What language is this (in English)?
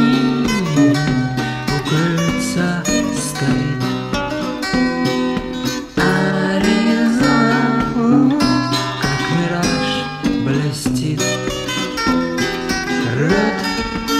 Russian